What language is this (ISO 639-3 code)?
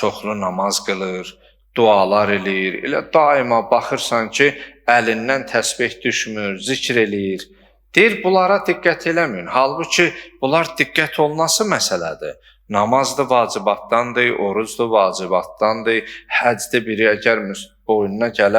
aze